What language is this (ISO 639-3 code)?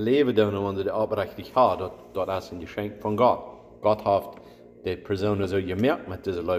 pdt